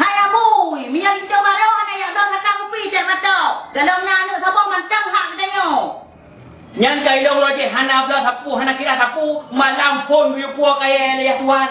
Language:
Achinese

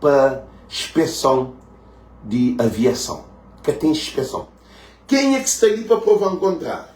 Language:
Kabuverdianu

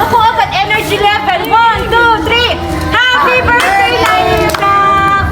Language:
Waray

